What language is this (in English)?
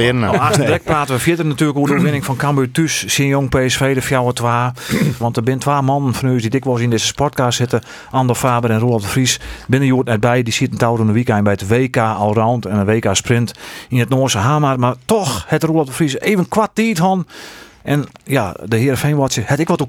Western Frisian